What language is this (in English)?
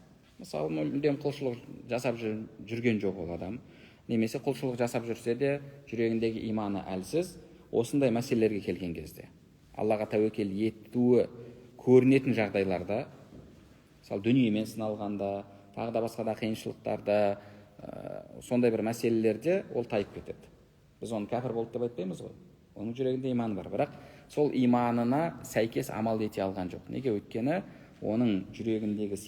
Kazakh